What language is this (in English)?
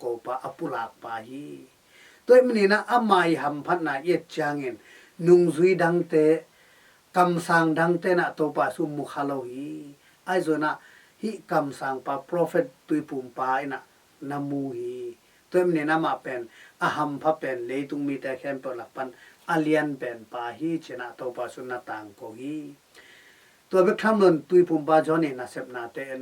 Tedim Chin